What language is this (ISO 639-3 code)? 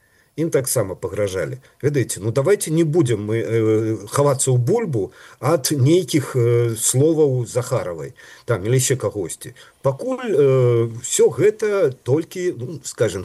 bel